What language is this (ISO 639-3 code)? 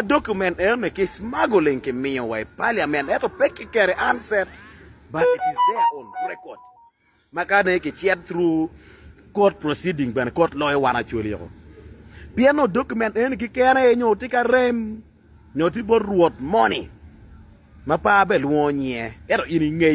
ach